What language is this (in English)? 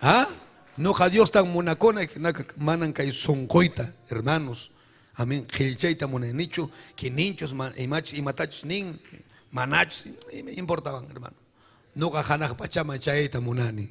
Ayacucho Quechua